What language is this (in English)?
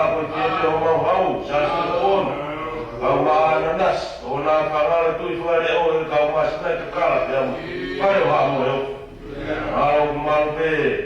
Tongan